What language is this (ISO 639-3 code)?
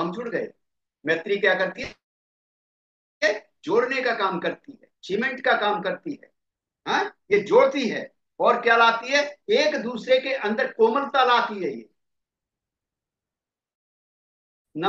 hin